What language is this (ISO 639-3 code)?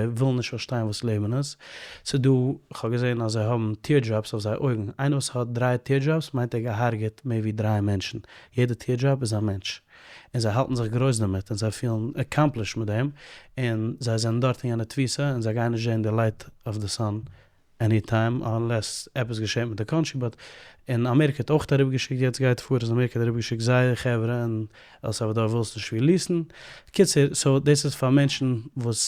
yid